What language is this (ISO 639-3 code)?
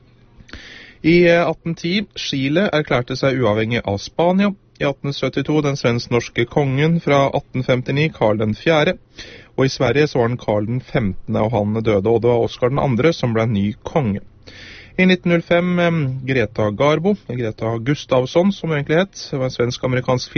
nor